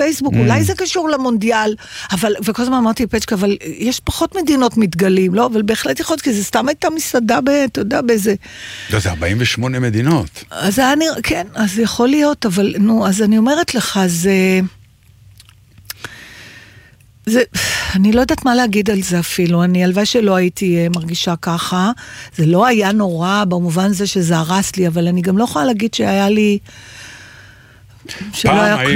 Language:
Hebrew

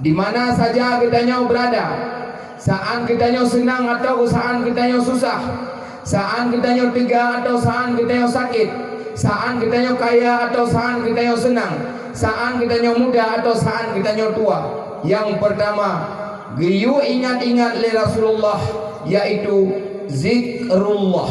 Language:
Achinese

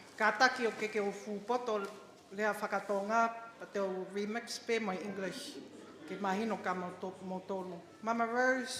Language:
Tongan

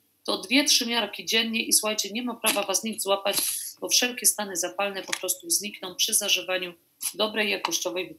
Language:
Polish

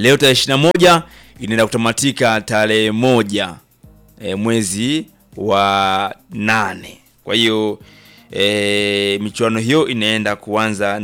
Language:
Swahili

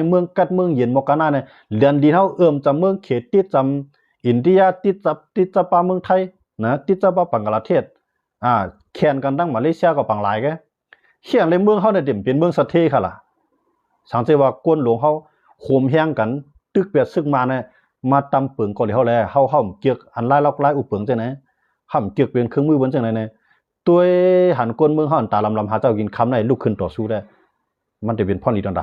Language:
Shan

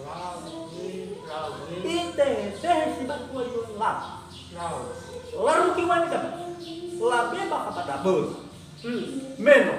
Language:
Nias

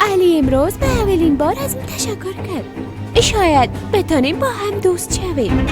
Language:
Persian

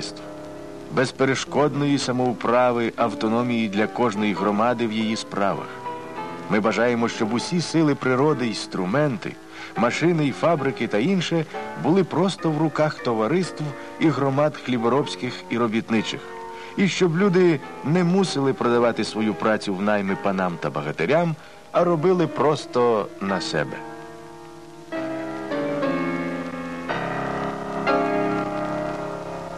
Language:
Ukrainian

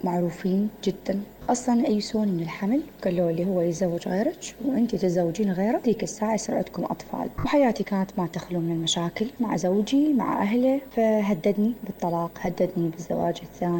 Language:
Mesopotamian Arabic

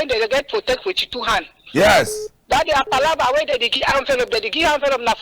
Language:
Cameroon Pidgin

